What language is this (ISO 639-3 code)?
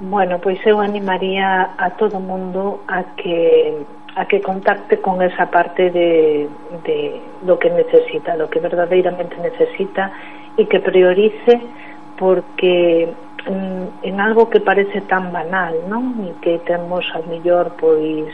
glg